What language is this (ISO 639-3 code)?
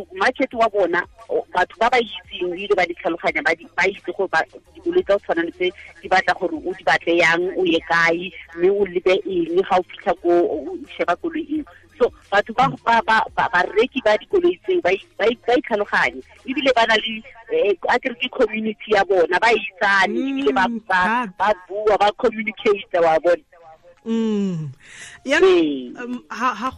tsn